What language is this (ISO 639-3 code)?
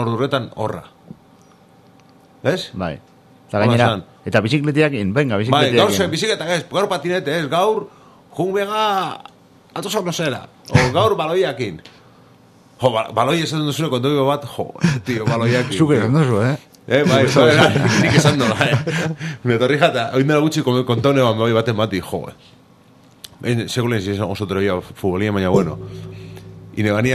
eus